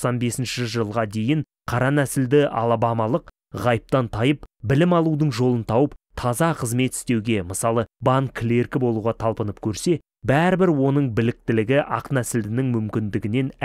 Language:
Kazakh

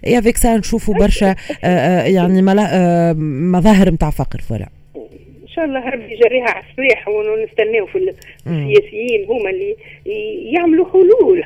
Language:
Tunisian Arabic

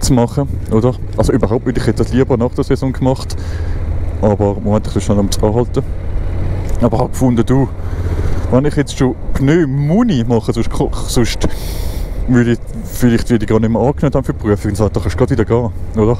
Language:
Swiss German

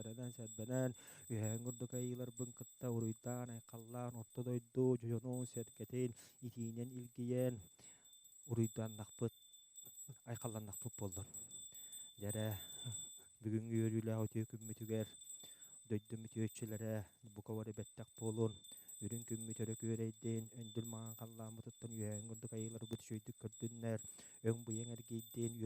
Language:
Yakut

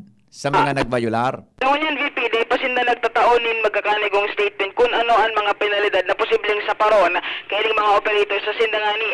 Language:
Bikol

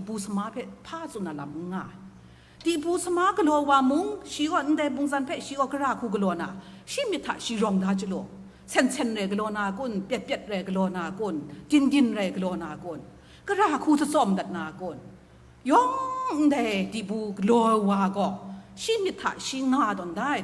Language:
Kachin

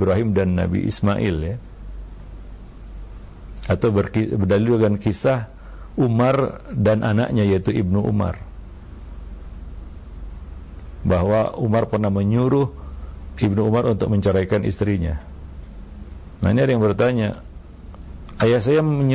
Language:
Indonesian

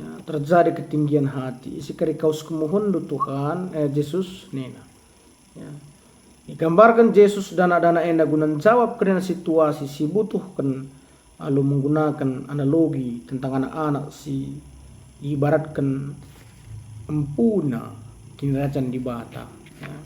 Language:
Batak Karo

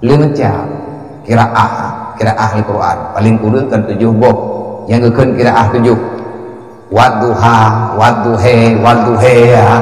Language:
Achinese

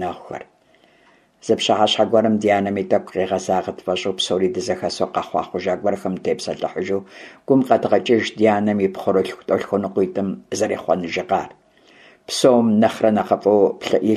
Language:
Kabardian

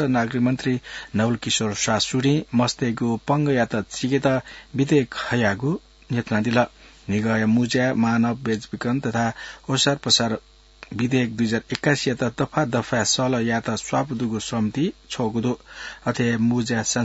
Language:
Newari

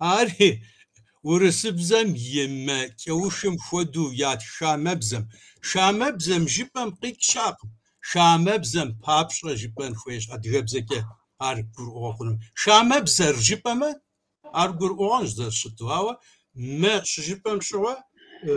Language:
Kabardian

